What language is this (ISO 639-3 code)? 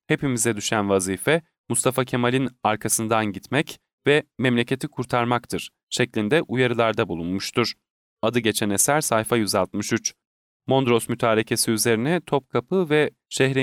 tur